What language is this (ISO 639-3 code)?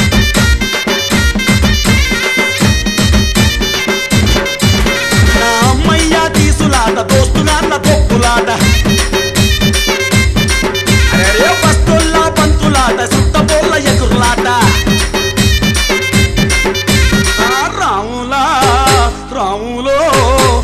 tel